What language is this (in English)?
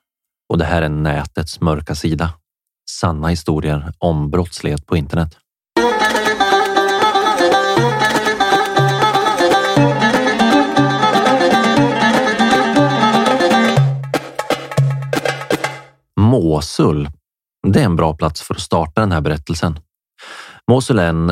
Swedish